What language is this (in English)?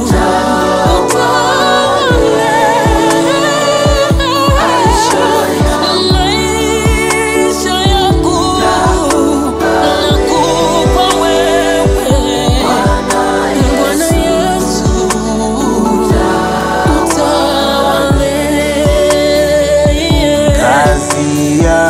Swahili